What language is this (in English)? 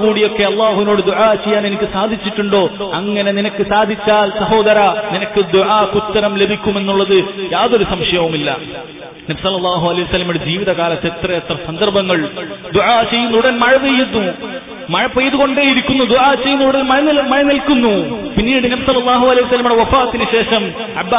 Malayalam